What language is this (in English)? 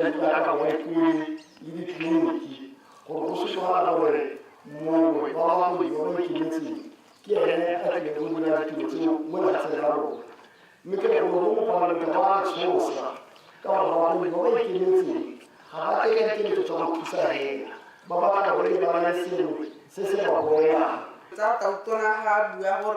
Tswana